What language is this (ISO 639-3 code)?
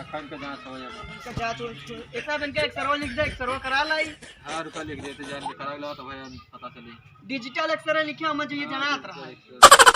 awa